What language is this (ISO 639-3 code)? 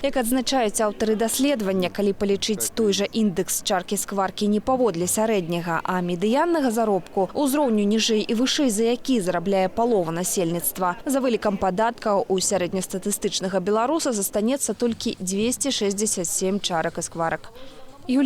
bel